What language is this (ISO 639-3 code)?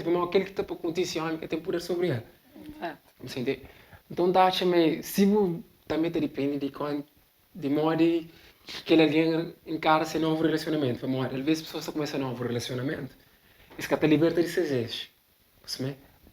kea